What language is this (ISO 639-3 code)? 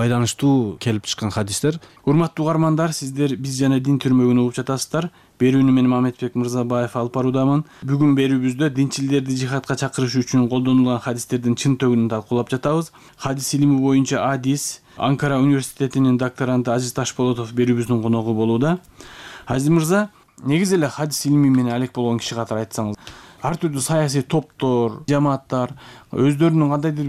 kir